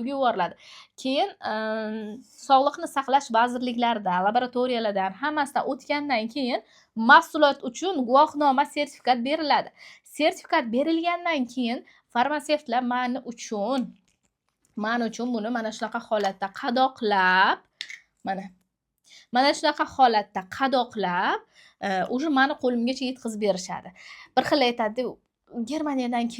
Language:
Uzbek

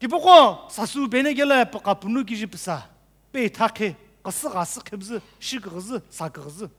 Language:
Sumi Naga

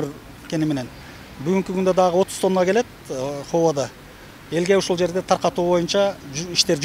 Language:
Kyrgyz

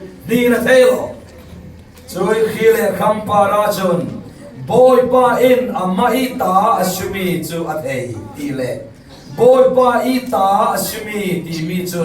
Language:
Falam Chin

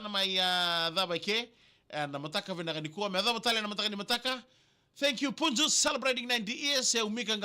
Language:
Fijian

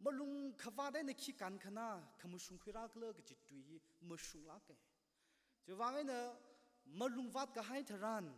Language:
Tangkhul Naga (India)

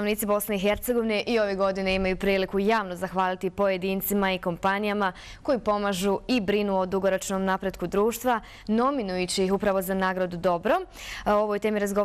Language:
Bosnian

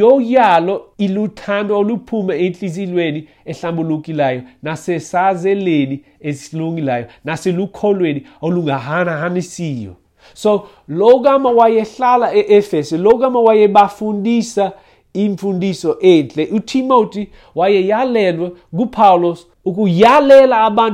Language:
Xhosa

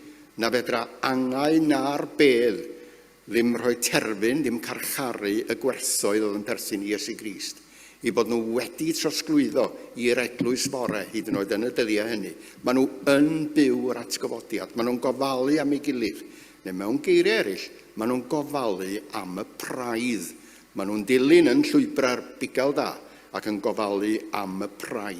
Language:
Welsh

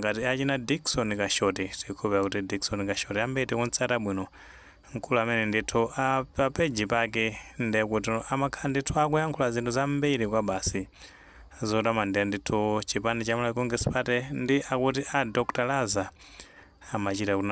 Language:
Nyanja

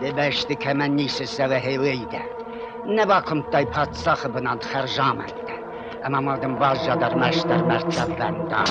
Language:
Ossetic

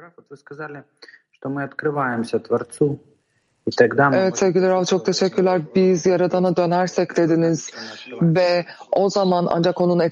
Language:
Turkish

